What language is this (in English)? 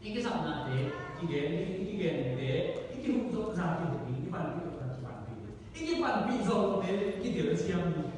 Tedim Chin